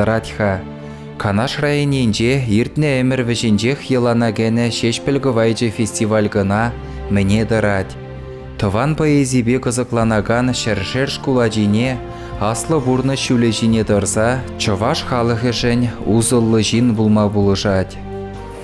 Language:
Chuvash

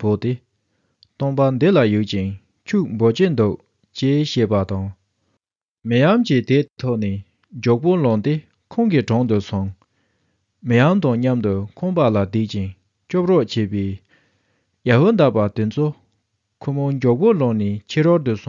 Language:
Tibetan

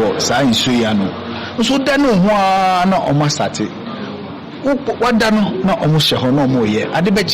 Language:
Akan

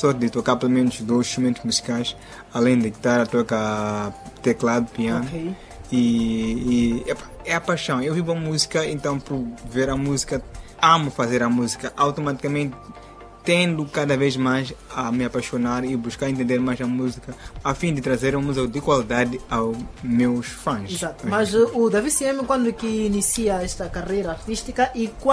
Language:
Portuguese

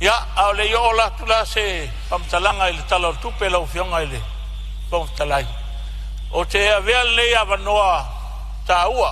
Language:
Samoan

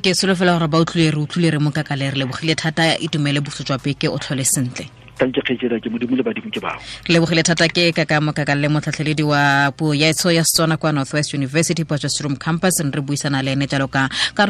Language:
Tswana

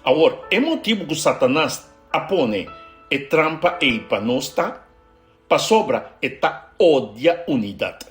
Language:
Papiamento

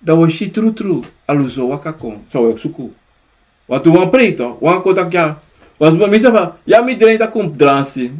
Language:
Sranan Tongo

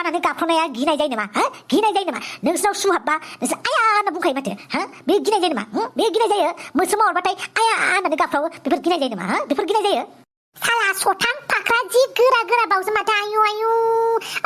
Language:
Bodo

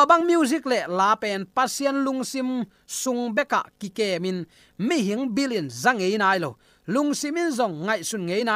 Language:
Tedim Chin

